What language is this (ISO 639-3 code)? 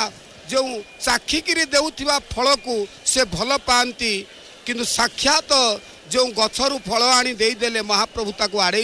ori